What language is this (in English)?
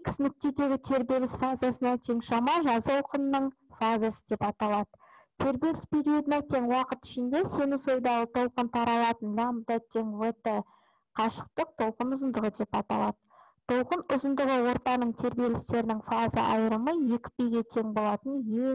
Kazakh